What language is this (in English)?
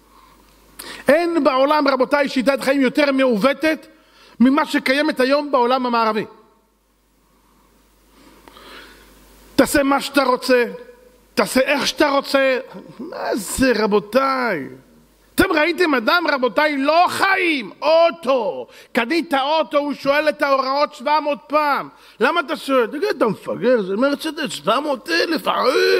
Hebrew